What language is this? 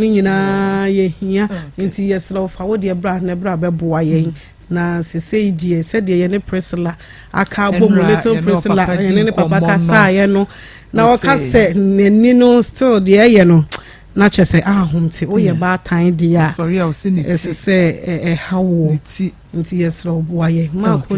Akan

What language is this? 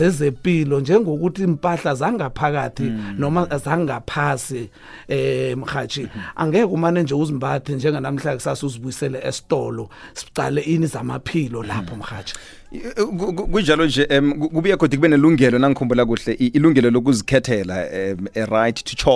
South Ndebele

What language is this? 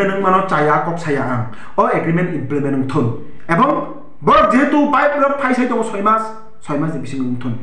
Kok Borok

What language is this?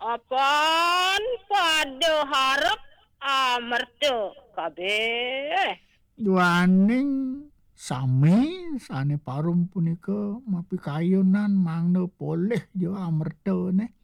Balinese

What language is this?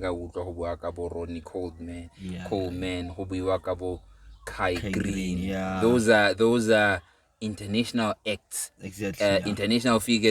Tswana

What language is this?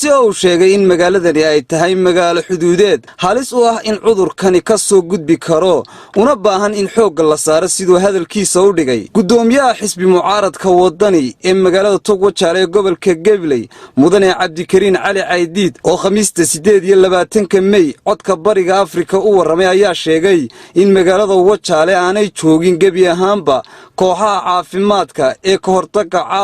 Somali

